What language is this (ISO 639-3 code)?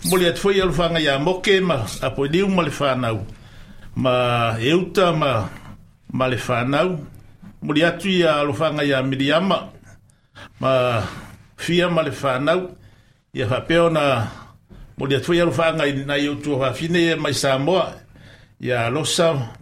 smo